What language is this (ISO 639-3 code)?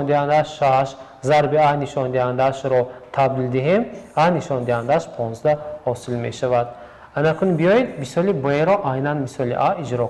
tgk